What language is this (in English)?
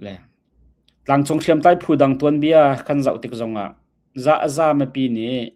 Hakha Chin